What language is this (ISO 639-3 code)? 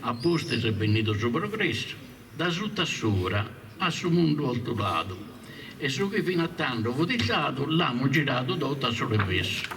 srd